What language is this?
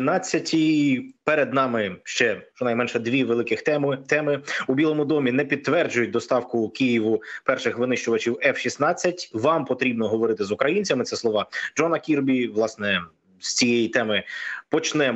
Ukrainian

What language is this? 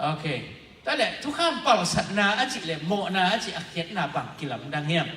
Tedim Chin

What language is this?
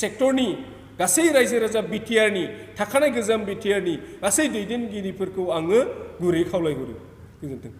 Bodo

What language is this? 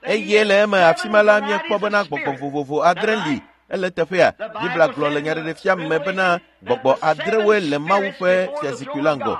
Ewe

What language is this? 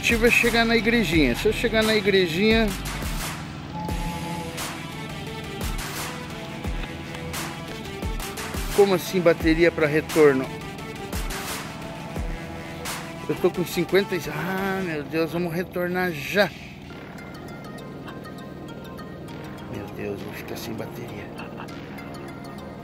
Portuguese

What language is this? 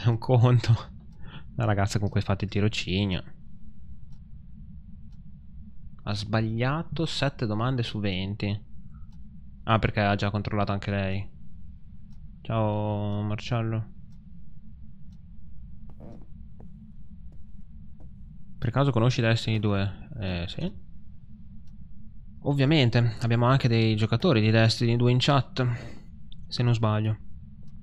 Italian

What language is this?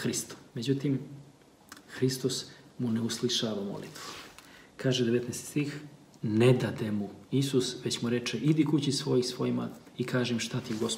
Serbian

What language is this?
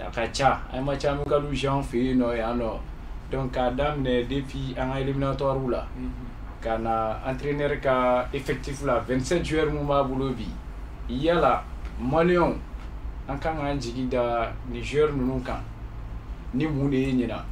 Bambara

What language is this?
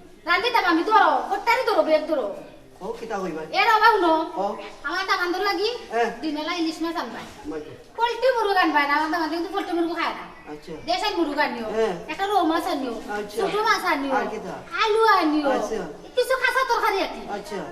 Sylheti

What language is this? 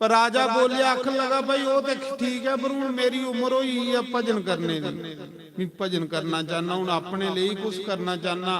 Dogri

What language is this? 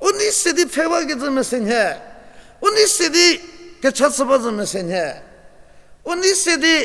Angami Naga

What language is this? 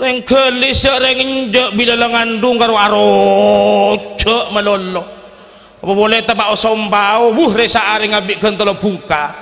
Madurese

